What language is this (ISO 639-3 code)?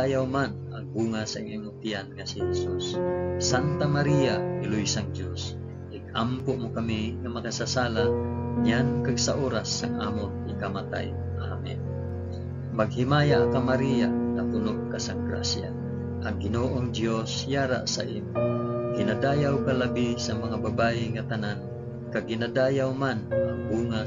hil